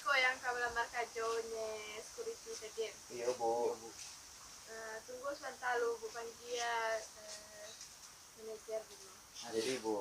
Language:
Minangkabau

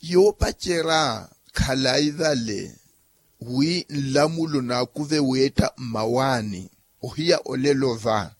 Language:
Makhuwa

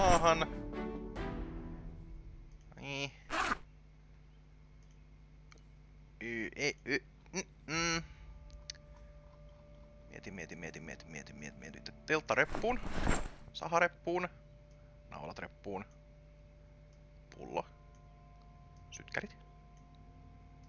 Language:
Finnish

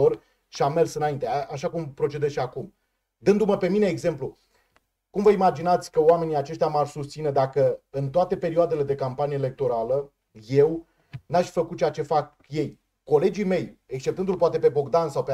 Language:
Romanian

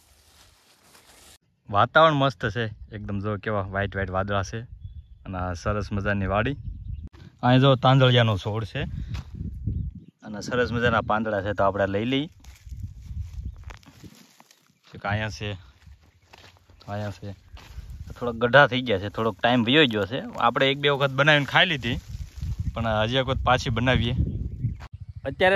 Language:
Gujarati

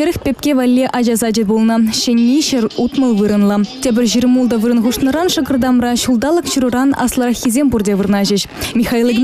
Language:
Chuvash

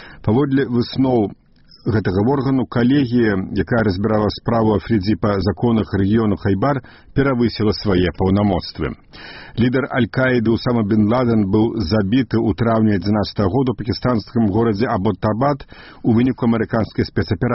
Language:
Belarusian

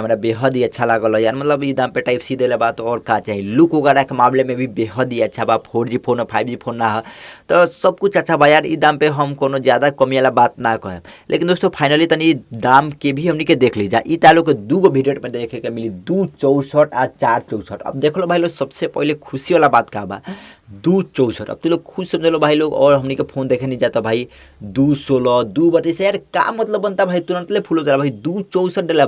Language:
Bhojpuri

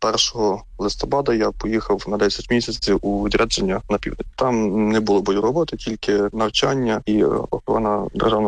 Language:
Ukrainian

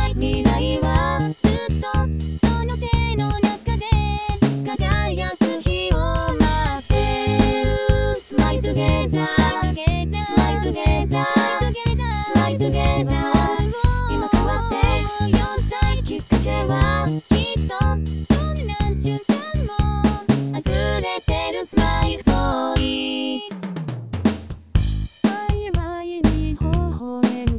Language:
Japanese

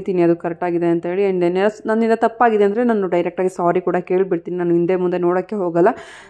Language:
Kannada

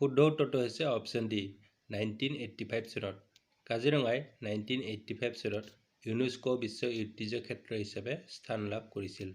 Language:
Assamese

